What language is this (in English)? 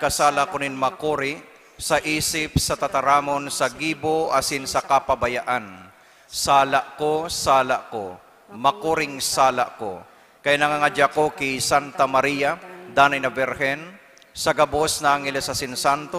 Bikol